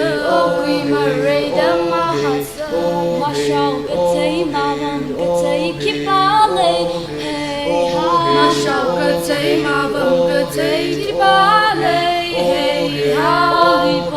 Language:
Tangkhul Naga (India)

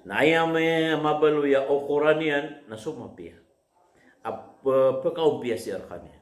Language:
Maranao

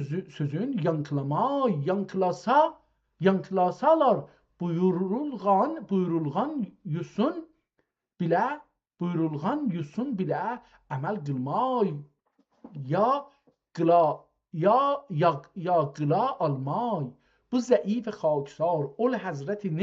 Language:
South Azerbaijani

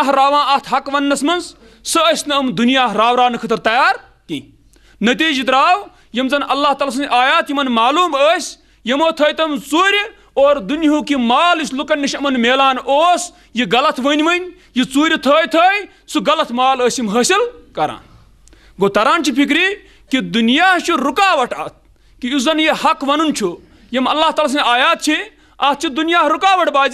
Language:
Kashmiri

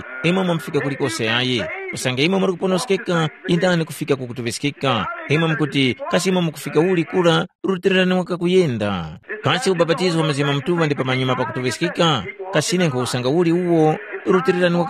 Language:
Tumbuka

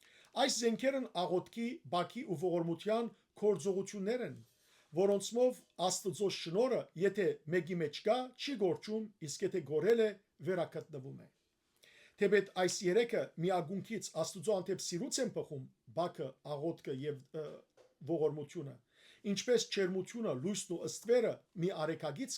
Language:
Western Armenian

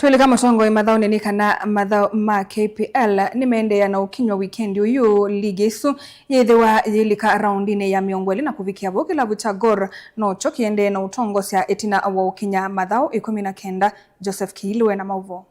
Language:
Kamba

